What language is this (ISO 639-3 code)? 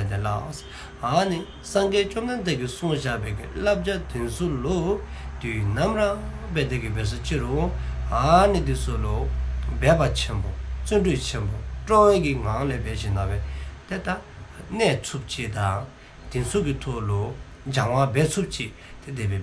dzo